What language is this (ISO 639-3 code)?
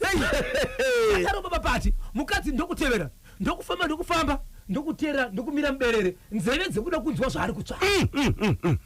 sna